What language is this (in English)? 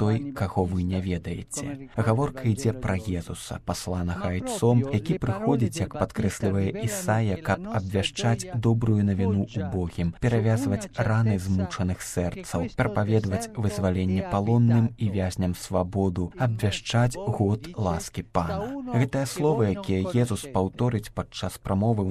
Belarusian